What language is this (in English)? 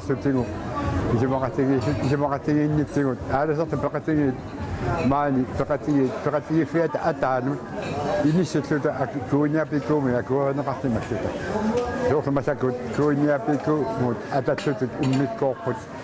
Kalaallisut